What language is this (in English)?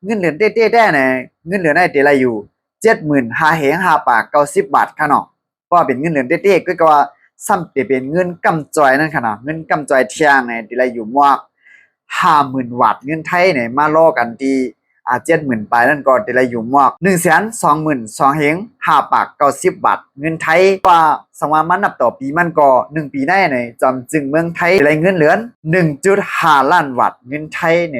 Shan